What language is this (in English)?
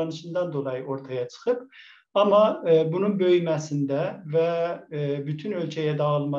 South Azerbaijani